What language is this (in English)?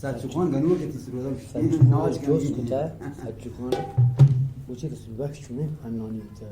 Eastern Balochi